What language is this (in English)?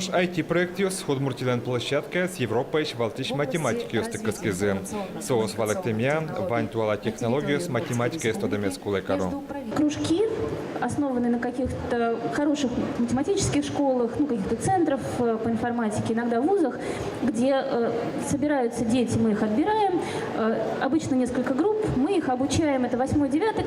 Udmurt